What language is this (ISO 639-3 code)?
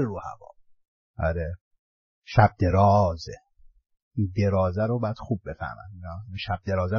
fas